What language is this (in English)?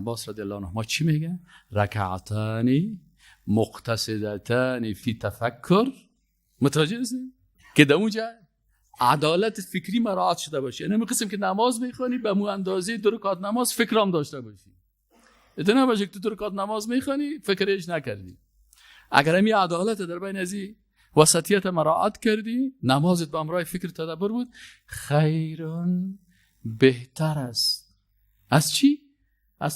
Persian